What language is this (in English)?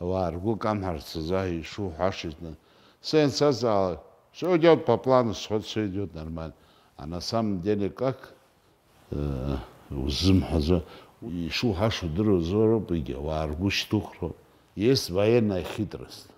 Abkhazian